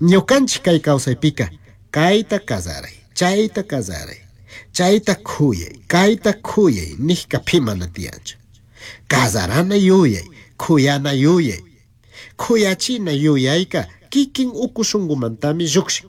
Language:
Chimborazo Highland Quichua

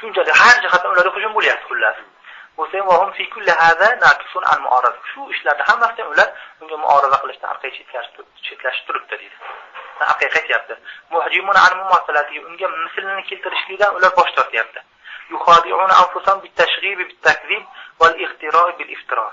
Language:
Uzbek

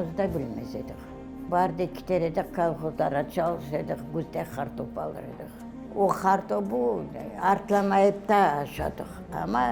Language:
Crimean Tatar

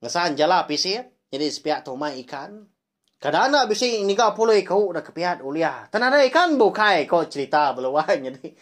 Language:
Iban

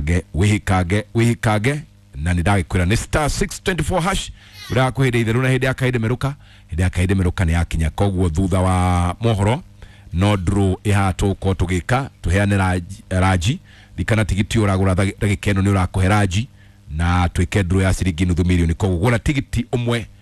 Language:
Kikuyu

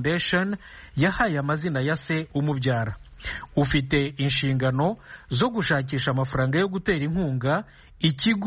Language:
Kinyarwanda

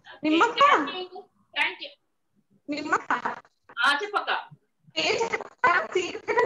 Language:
Telugu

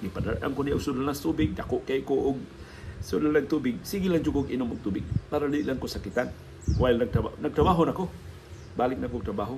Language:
Cebuano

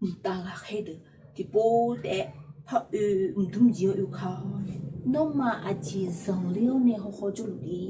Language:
Akha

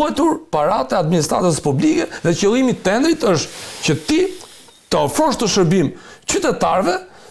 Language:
Albanian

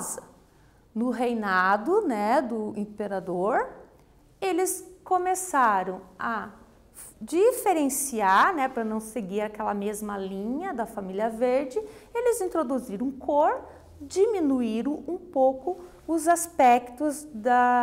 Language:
Portuguese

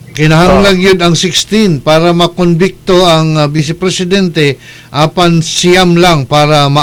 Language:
Cebuano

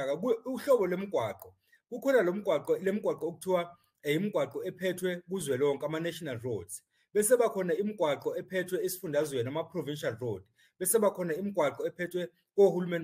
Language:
Zulu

